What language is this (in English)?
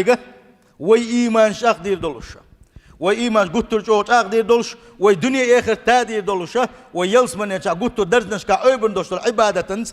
Chechen